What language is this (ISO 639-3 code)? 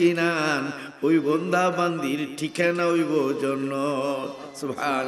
syl